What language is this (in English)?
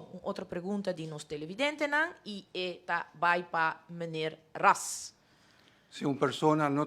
Papiamento